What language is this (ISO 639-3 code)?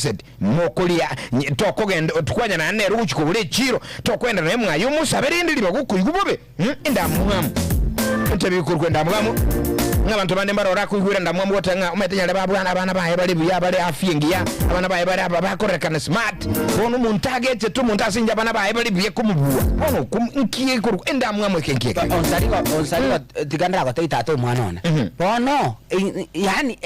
guz